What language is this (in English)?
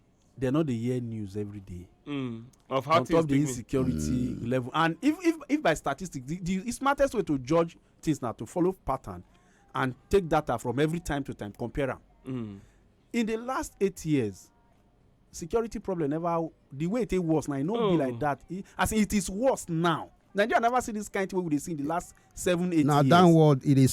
Nigerian Pidgin